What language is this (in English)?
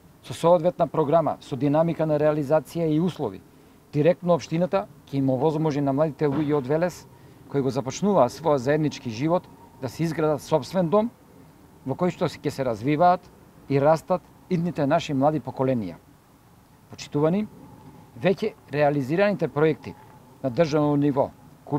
Macedonian